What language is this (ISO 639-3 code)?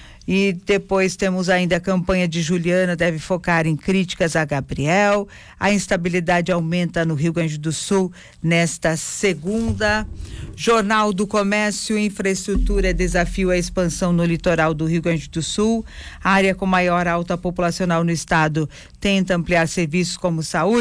por